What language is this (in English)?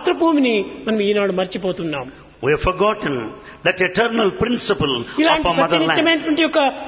Telugu